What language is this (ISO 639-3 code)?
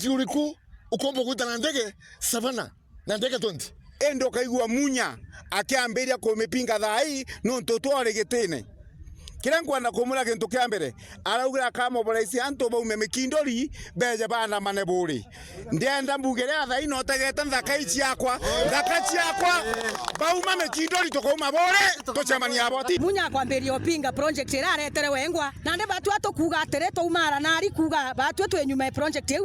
mer